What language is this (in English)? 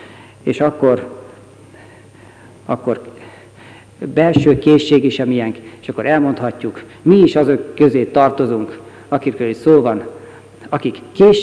Hungarian